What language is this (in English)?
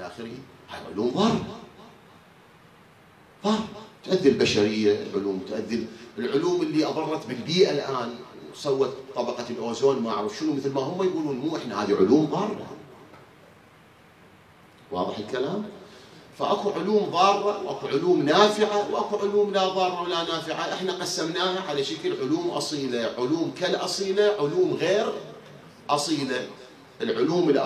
Mesopotamian Arabic